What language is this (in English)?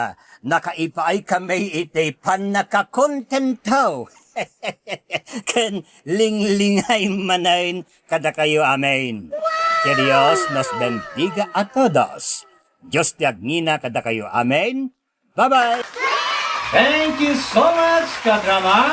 Iloko